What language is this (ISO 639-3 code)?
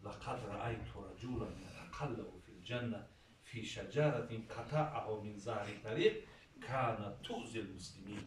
tgk